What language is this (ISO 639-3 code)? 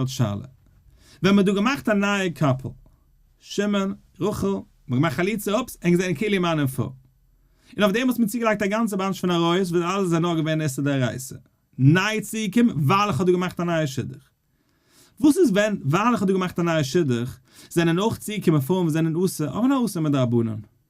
yid